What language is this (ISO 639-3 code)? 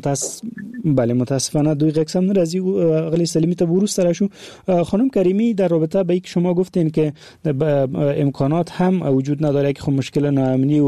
fas